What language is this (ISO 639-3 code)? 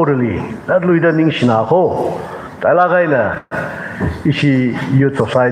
nmf